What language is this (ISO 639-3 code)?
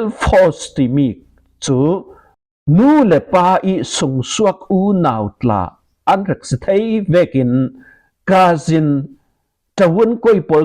cfm